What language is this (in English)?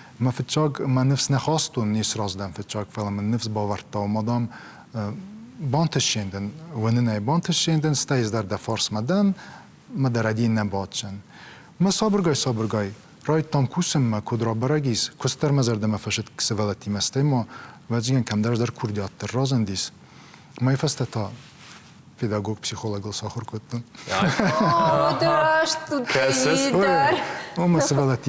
Ossetic